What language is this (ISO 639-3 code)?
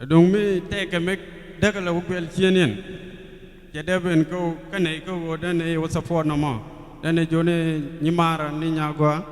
nus